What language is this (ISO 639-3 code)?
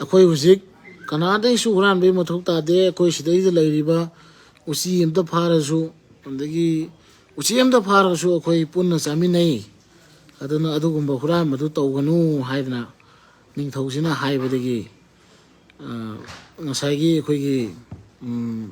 mni